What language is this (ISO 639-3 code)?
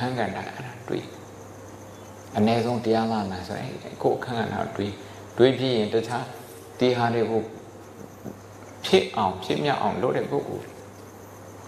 mya